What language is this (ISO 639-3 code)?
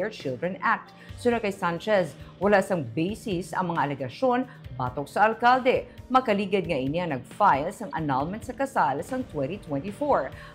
hil